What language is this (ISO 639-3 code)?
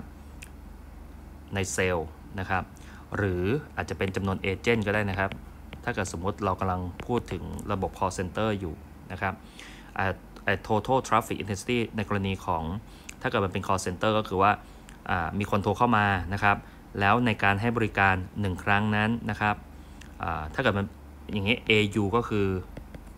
tha